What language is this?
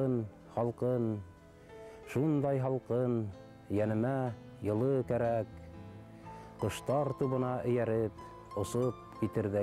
Bashkir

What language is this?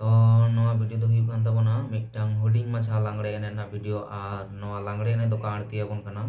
Santali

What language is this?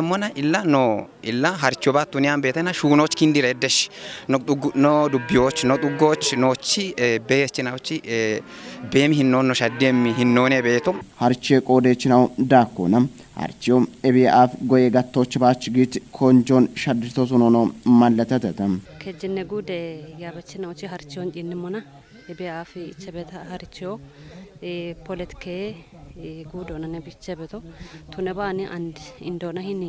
Kafa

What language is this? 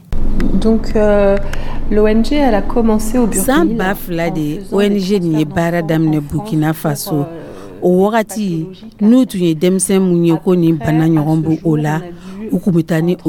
Dyula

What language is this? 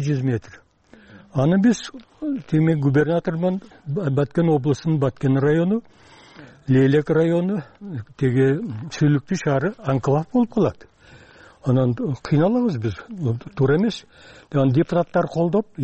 Kyrgyz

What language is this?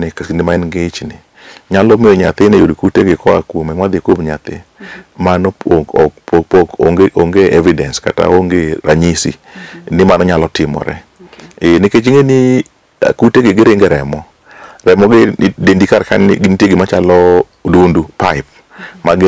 Luo (Kenya and Tanzania)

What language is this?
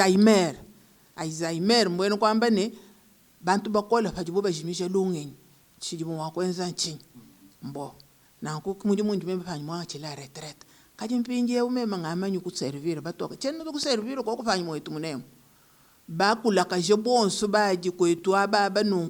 Luba-Lulua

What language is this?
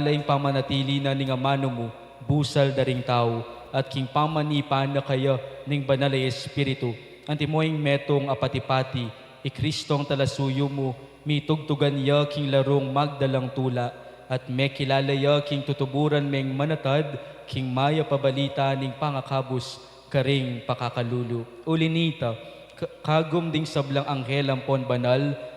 Pampanga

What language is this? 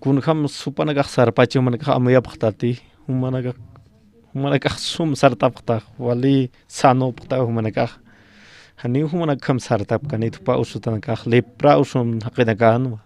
Aymara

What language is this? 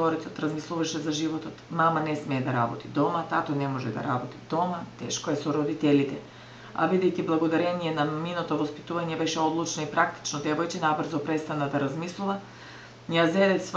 Macedonian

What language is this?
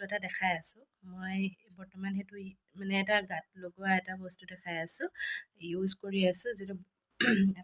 Assamese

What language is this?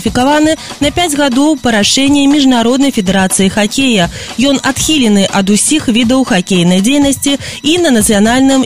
Belarusian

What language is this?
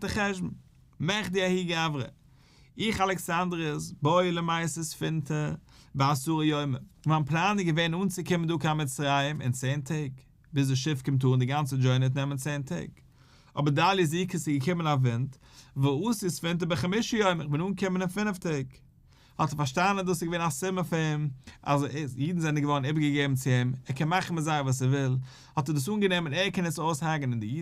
Yiddish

